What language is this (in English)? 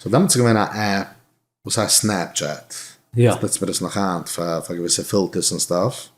Yiddish